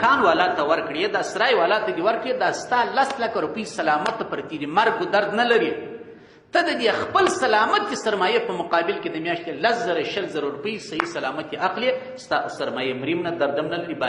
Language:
Pashto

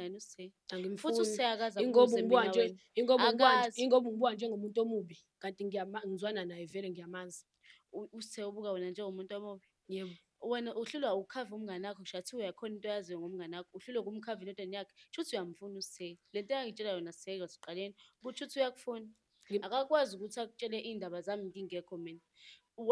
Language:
Zulu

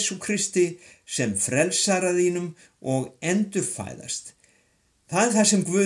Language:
Icelandic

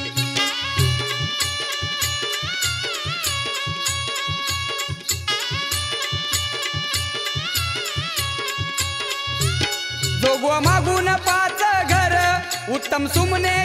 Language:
Marathi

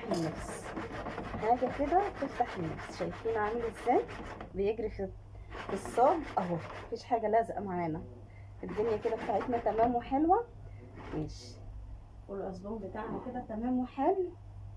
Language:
Egyptian Arabic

